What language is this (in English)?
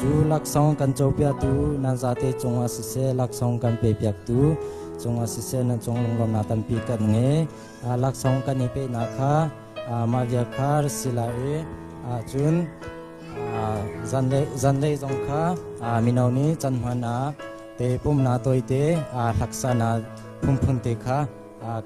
Hakha Chin